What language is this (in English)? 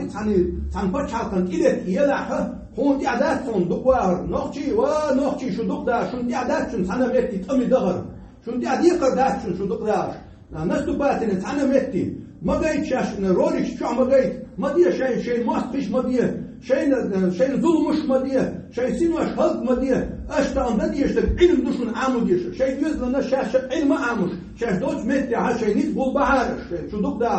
Chechen